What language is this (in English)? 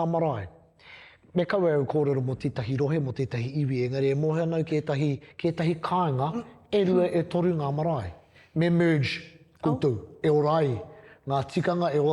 Māori